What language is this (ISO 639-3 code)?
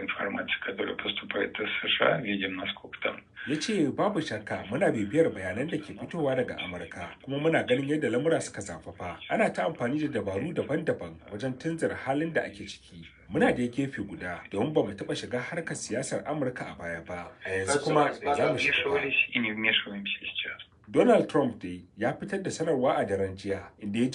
hau